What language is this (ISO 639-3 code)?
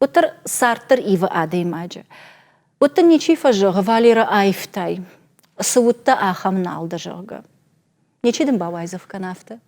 oss